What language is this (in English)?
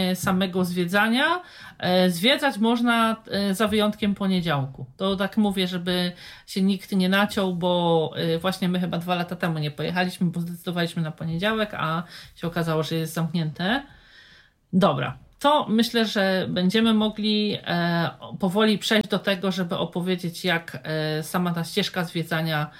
Polish